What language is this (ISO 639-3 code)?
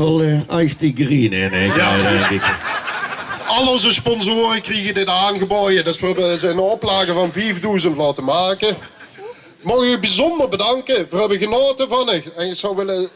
lim